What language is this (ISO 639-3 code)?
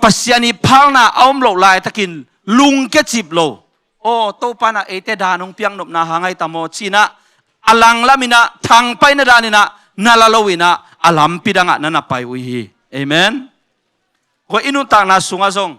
ctd